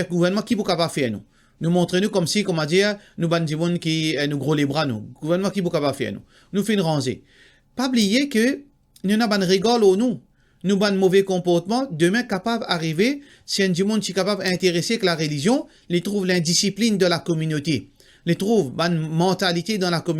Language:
Morisyen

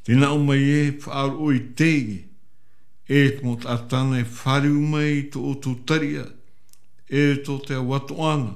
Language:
Tahitian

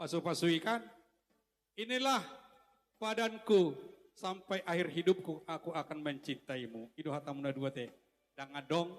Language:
Batak Toba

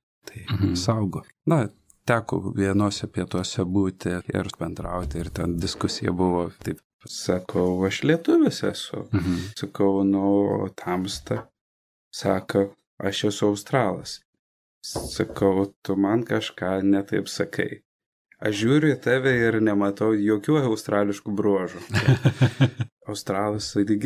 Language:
Lithuanian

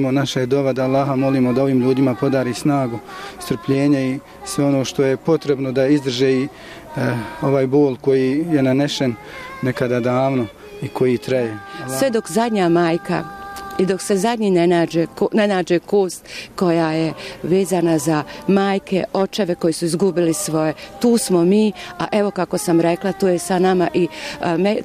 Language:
Bosnian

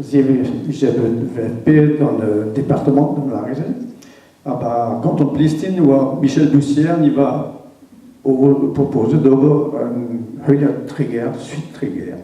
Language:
Breton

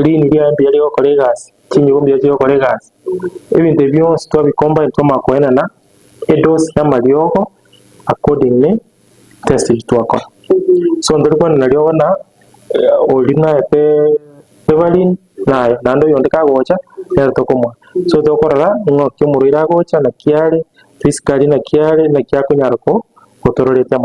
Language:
Gusii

